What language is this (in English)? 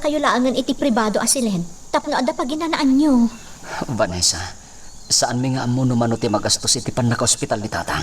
Iloko